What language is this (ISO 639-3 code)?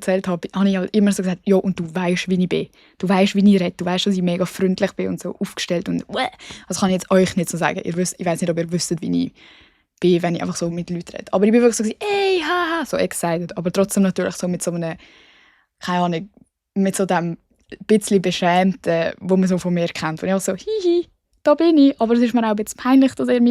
gsw